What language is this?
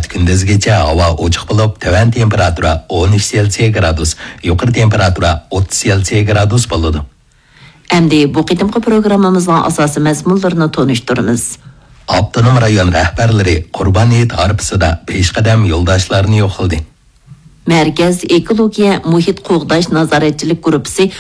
Uyghur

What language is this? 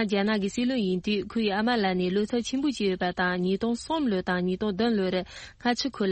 Tibetan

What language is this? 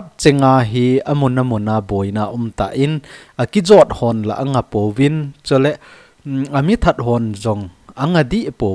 Thado Chin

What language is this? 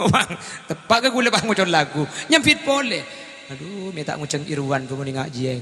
Madurese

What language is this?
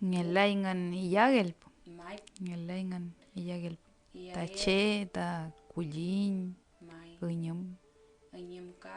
Mapuche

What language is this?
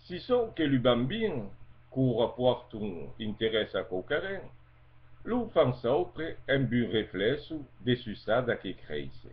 Occitan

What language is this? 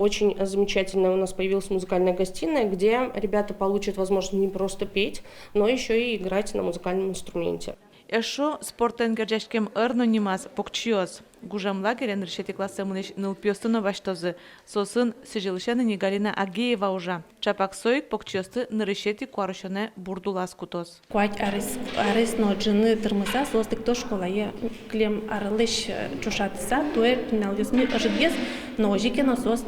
Udmurt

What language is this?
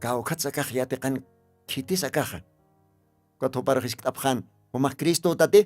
Aymara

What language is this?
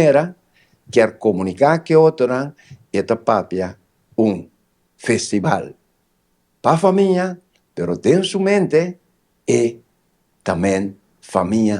Papiamento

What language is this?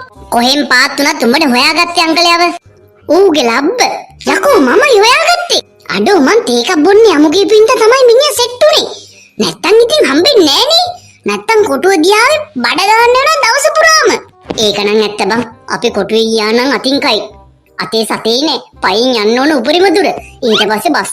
Sinhala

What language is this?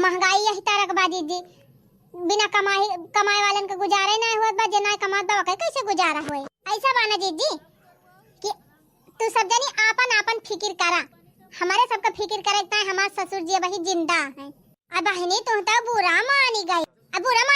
Awadhi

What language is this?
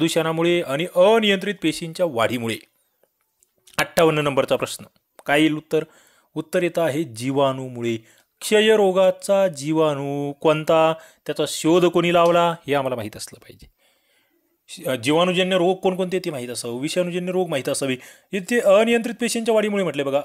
Marathi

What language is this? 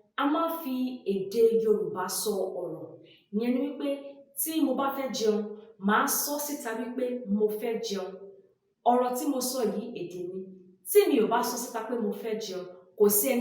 Yoruba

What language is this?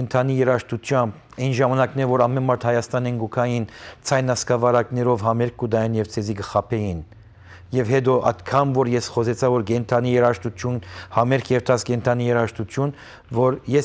Western Armenian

